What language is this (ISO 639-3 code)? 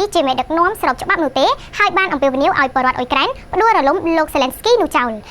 khm